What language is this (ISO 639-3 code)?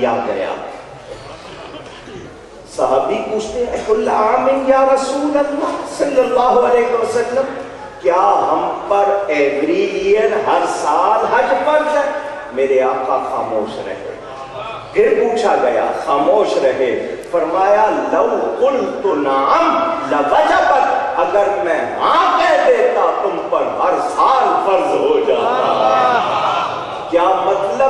urd